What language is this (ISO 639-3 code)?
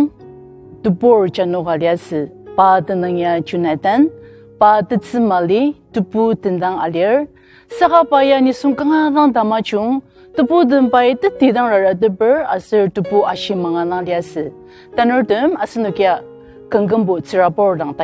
njo